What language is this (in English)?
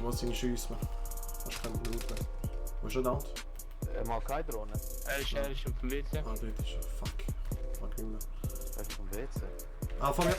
Swiss German